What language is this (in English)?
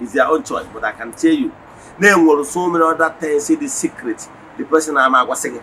Igbo